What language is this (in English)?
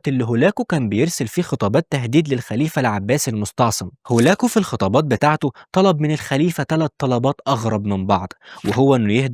Egyptian Arabic